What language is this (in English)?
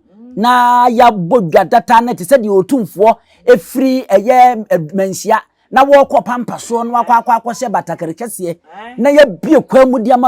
Akan